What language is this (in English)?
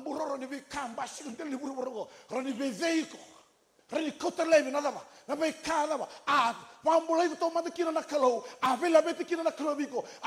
Fijian